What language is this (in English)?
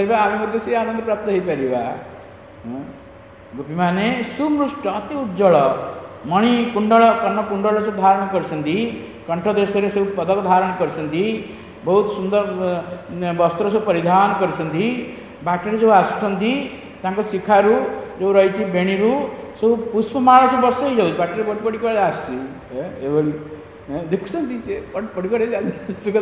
Odia